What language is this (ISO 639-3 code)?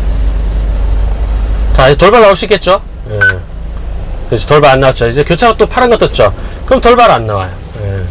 kor